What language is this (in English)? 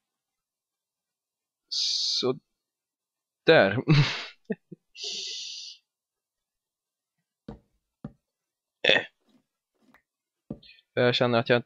Swedish